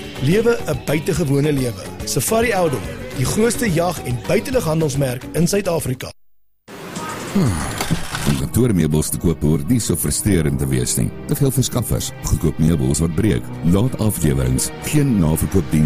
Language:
Afrikaans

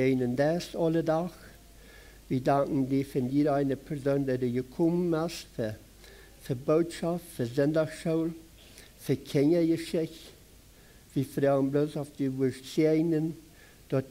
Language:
Plautdietsch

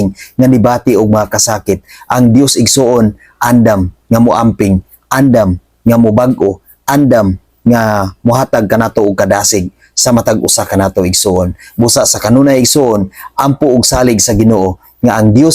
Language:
Cebuano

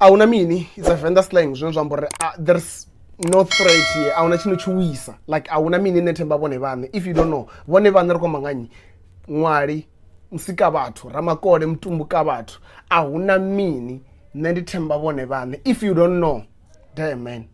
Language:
Venda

